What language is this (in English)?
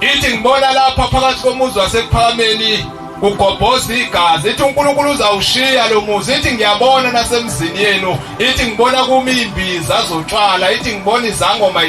Zulu